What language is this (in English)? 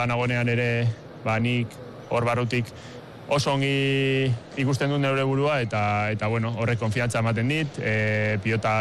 Basque